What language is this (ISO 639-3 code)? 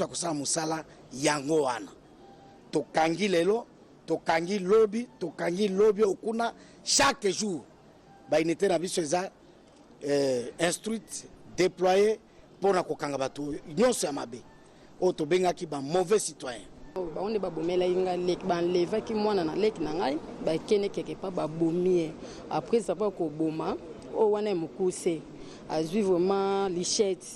lin